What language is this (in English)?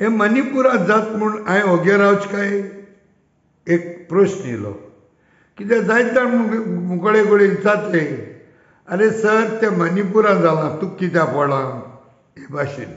Konkani